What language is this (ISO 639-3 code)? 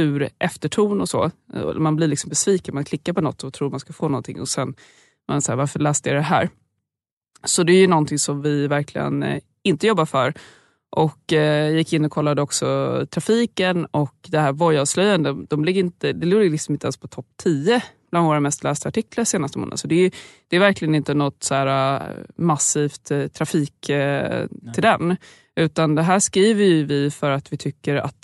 swe